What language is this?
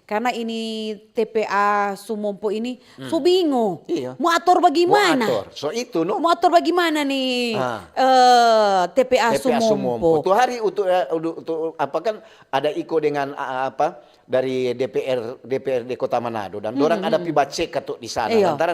Manado Malay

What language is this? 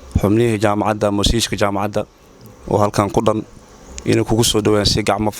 Somali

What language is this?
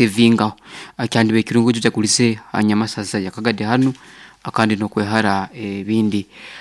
Nyoro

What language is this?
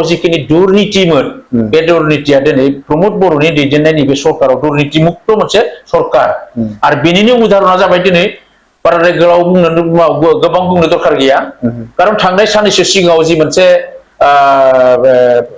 Bodo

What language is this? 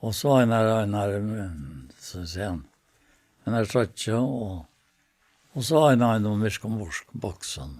Faroese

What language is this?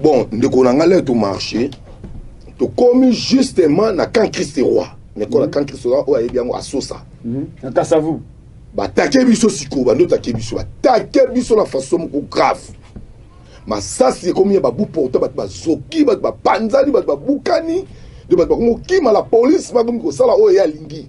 Lingala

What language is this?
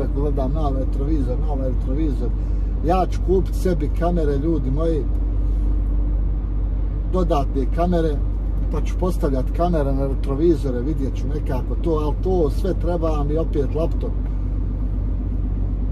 Croatian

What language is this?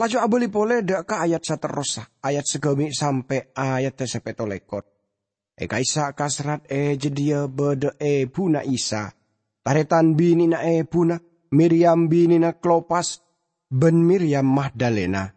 Madurese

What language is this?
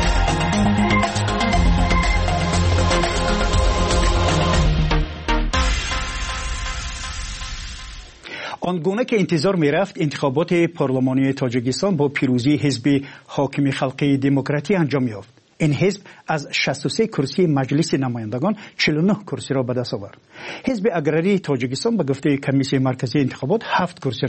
Persian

